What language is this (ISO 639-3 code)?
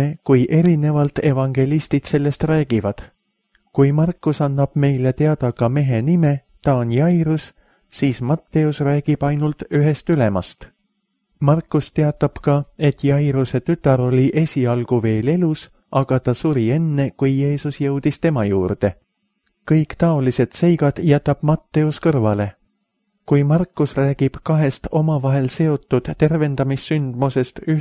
est